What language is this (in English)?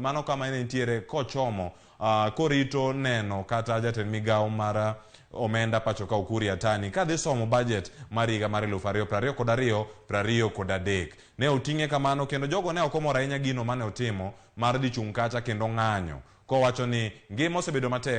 Luo (Kenya and Tanzania)